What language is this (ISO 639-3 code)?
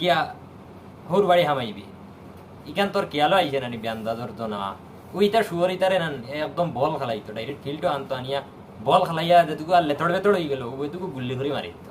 syl